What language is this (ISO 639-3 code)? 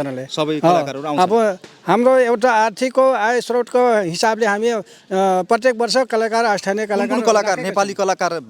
nep